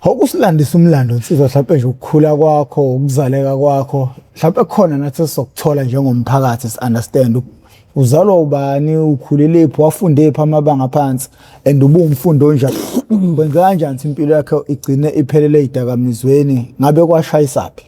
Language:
Zulu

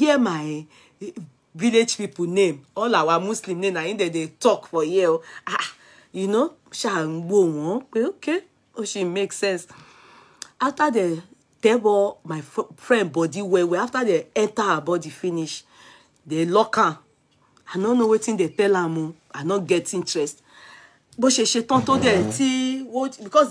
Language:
Nigerian Pidgin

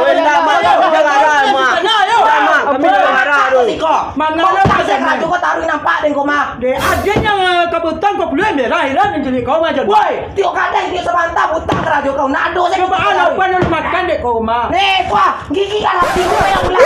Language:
Minangkabau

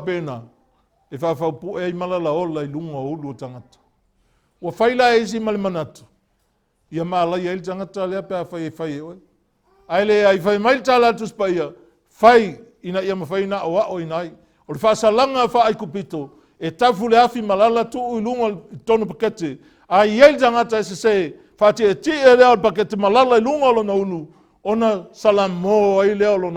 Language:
Samoan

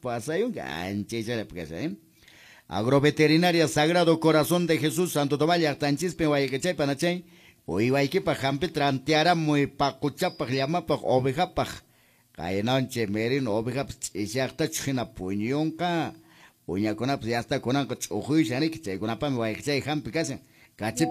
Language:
Quechua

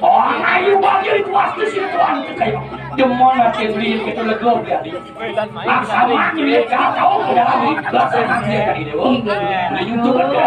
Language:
Balinese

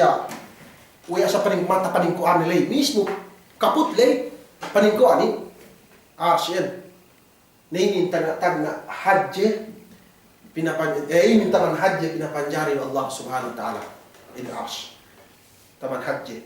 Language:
Yakan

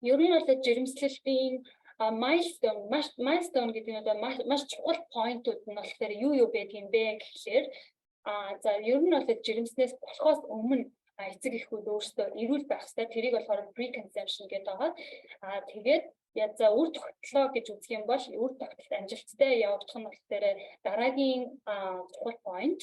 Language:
Mongolian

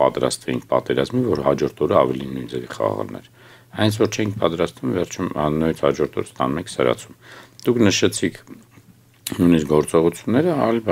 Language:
Armenian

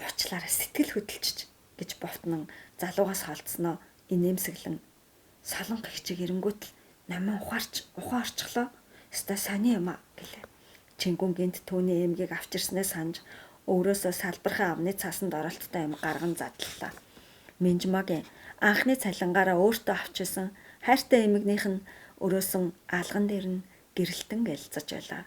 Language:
Mongolian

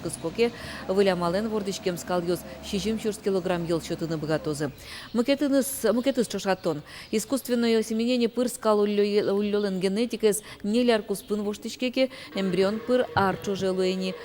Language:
Udmurt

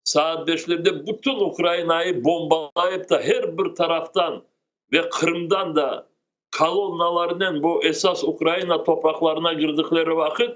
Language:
Crimean Tatar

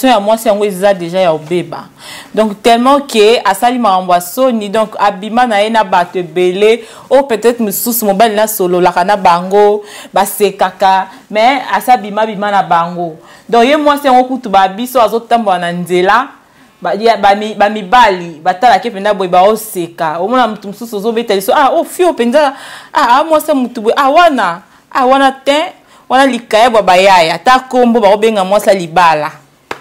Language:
Lingala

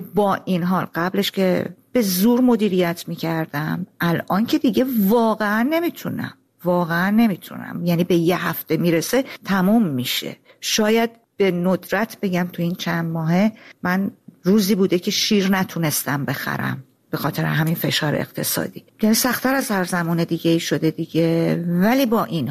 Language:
Persian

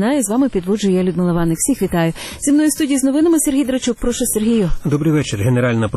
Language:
Ukrainian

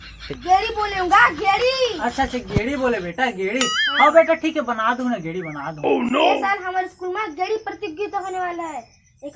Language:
Chhattisgarhi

